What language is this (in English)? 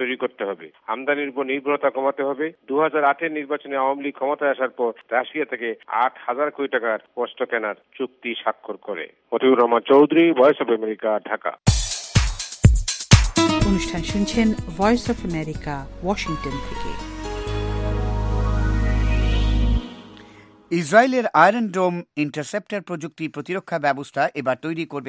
Bangla